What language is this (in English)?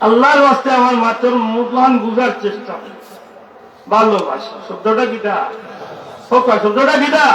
Sylheti